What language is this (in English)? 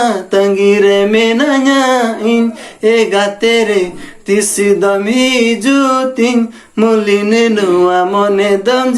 Santali